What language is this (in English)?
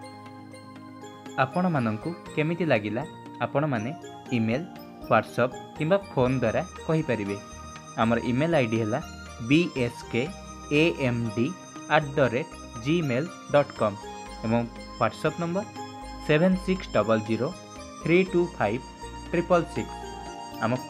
Odia